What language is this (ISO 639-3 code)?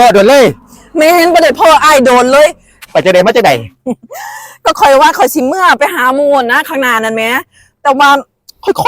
lao